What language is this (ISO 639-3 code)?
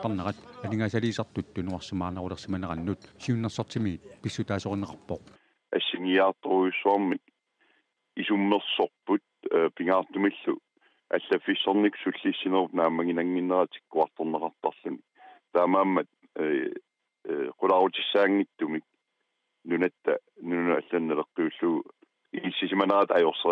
kal